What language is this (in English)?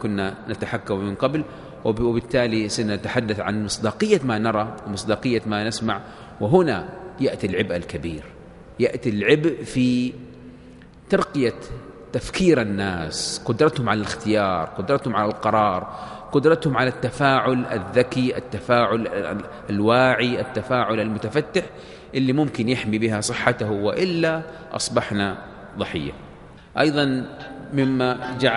Arabic